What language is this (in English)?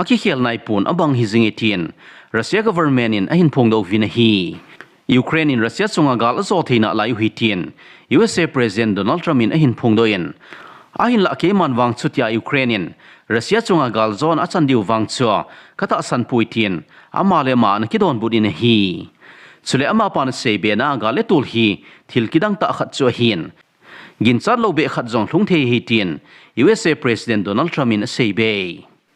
Thado Chin